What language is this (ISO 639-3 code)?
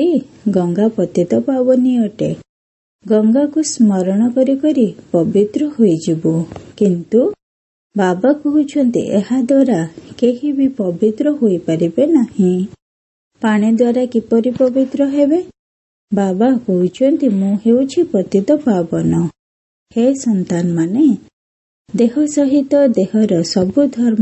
ori